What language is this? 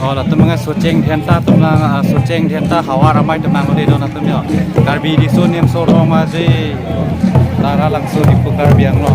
Karbi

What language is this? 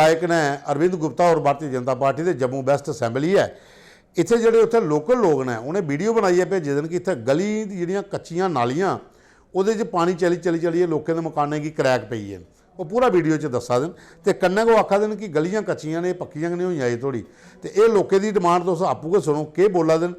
Dogri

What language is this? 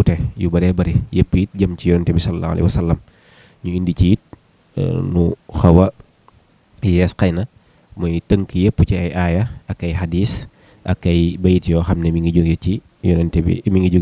Wolof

